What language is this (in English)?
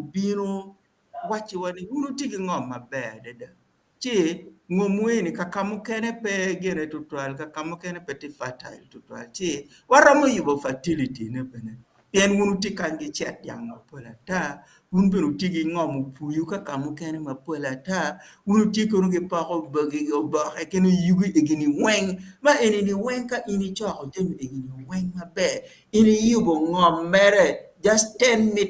Acoli